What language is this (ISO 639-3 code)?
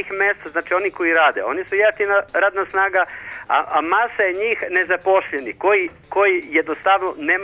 srp